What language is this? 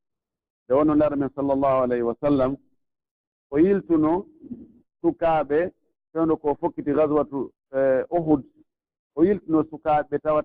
Pular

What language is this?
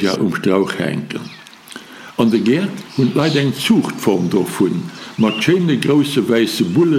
Luxembourgish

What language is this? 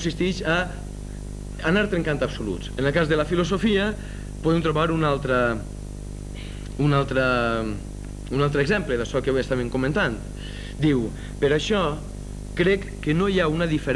Catalan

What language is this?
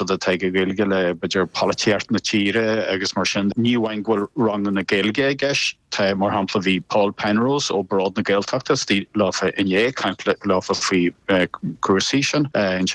Irish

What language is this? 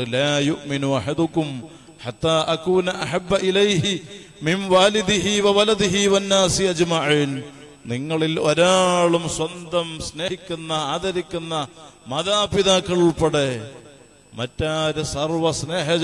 Malayalam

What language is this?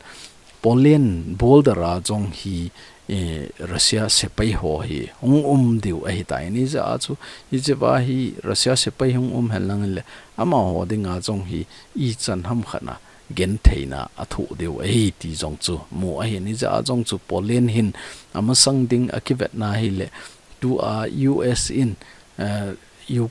Thado Chin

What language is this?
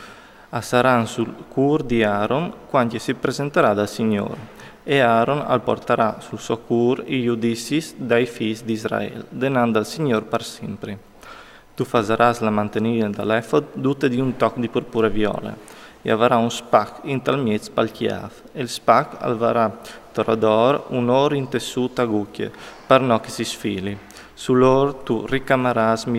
Friulian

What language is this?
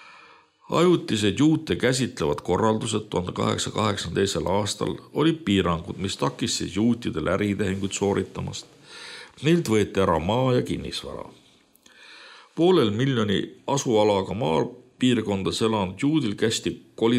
Estonian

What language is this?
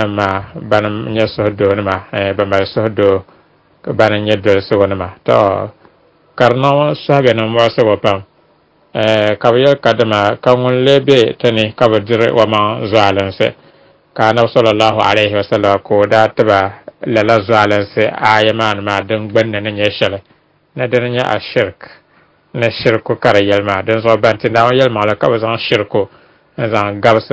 Dagbani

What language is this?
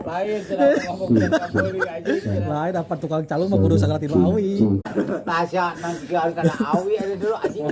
Sundanese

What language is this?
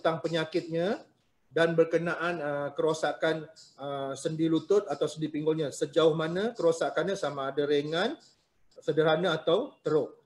Malay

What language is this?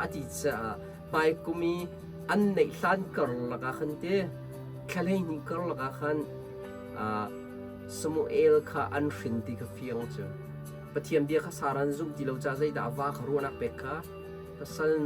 Hakha Chin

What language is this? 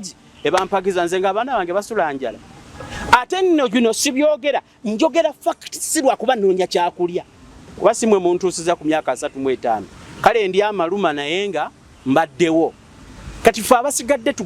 Ganda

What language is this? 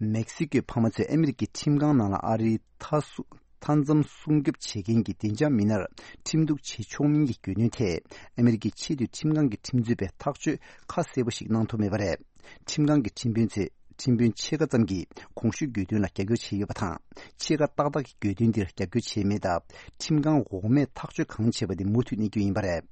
Tibetan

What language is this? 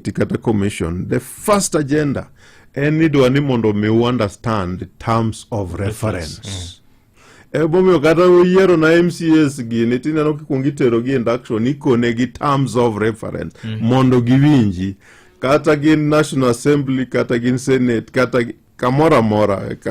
Luo (Kenya and Tanzania)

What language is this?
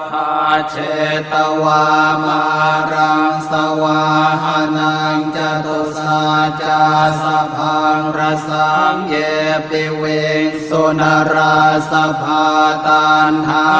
Pali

